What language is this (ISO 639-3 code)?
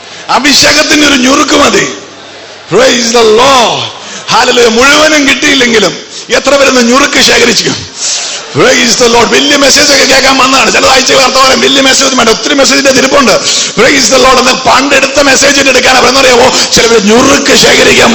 mal